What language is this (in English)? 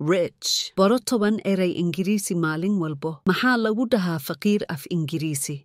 Somali